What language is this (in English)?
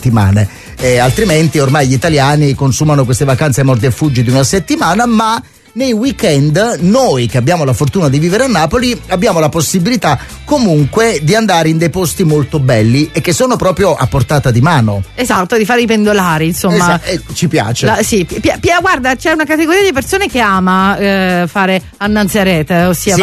Italian